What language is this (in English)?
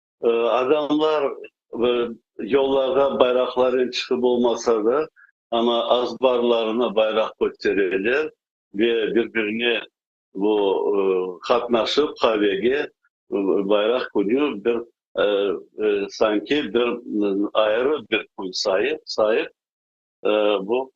Crimean Tatar